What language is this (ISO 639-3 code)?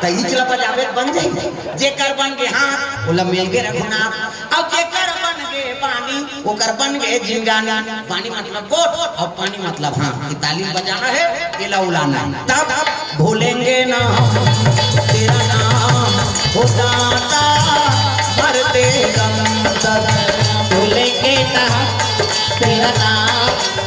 hne